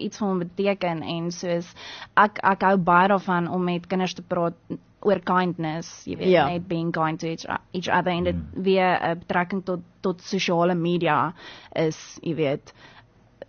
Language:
Afrikaans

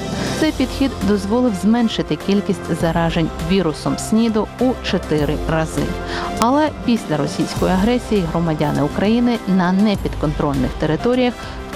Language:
Ukrainian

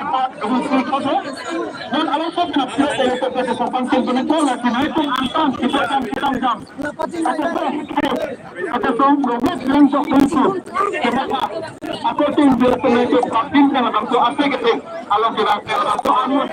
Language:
Karbi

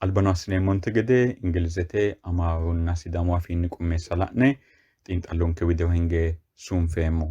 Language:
Sidamo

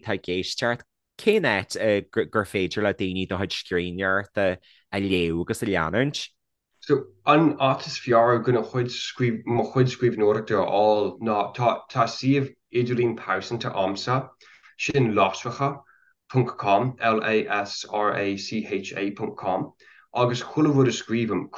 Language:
Irish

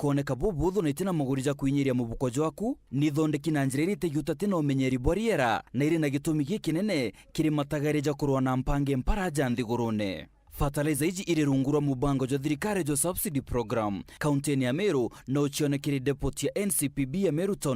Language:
Meru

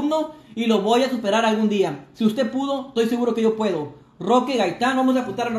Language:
Spanish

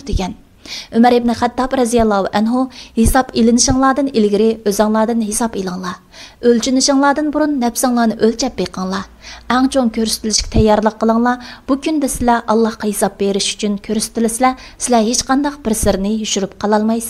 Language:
Uyghur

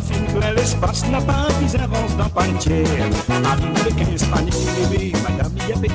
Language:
Morisyen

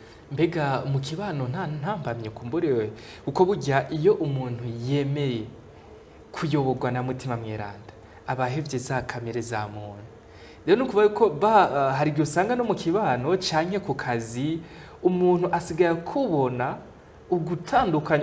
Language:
Rundi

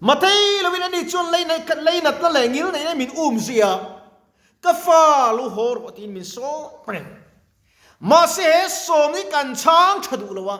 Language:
Mizo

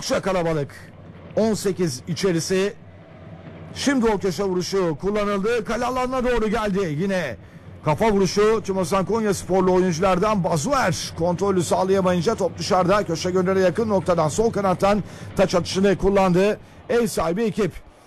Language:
Turkish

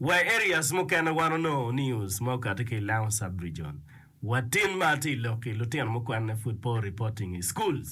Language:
Acoli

